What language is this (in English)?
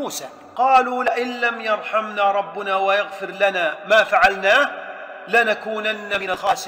Arabic